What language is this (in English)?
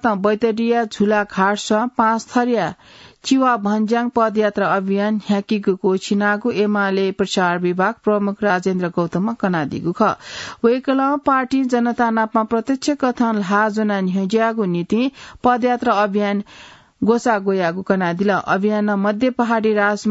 Newari